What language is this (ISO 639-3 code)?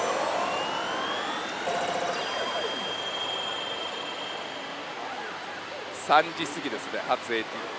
jpn